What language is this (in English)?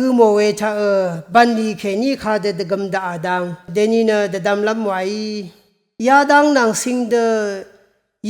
Rawang